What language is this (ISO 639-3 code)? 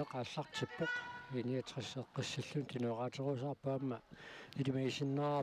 kal